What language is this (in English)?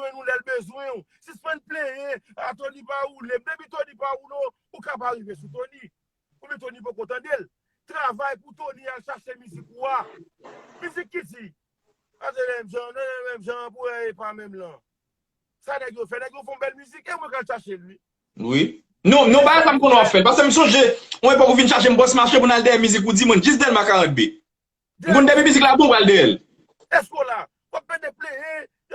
Haitian Creole